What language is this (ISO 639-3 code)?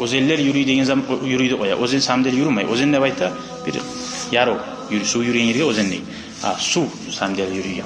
kum